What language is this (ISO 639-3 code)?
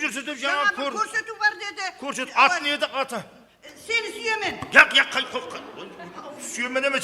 kaa